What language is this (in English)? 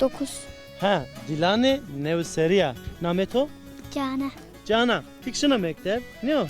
Zaza